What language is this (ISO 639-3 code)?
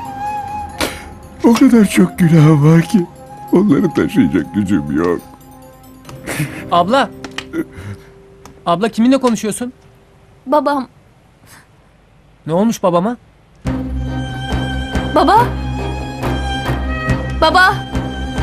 tur